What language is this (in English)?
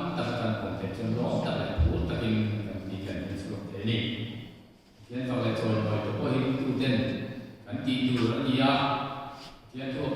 Mizo